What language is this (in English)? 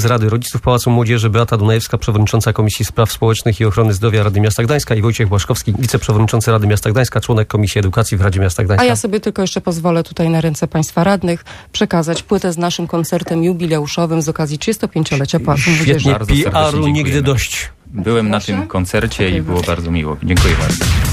Polish